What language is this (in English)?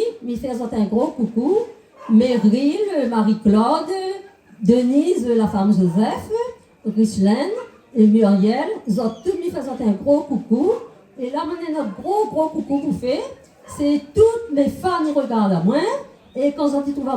Réunion Creole French